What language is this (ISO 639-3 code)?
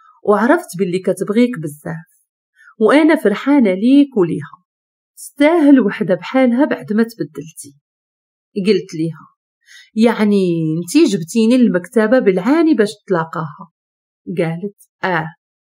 ary